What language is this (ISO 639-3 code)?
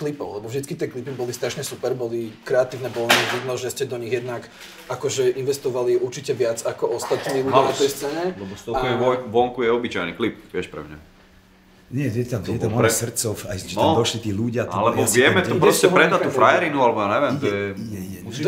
slk